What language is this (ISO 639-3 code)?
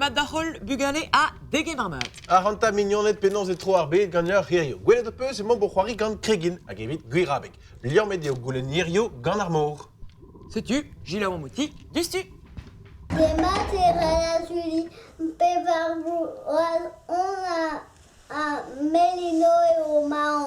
bre